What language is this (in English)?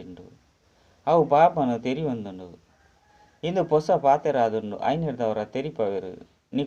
Tulu